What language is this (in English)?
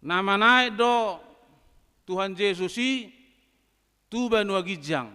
Batak Toba